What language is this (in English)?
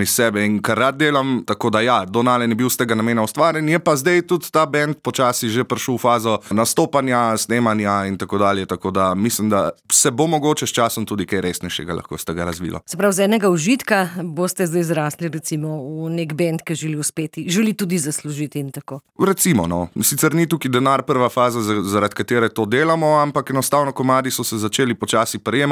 Slovenian